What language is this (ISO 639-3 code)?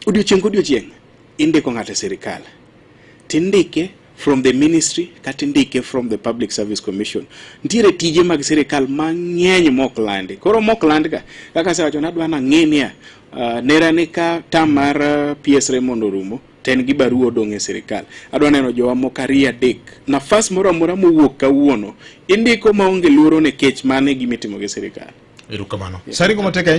luo